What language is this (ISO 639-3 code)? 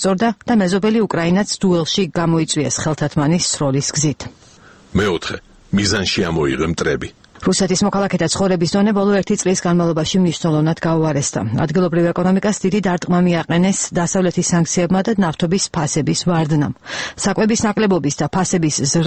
kat